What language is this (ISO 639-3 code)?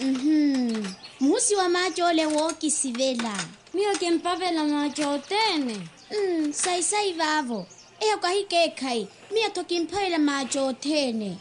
vmw